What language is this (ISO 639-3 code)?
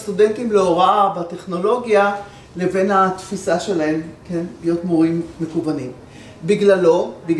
heb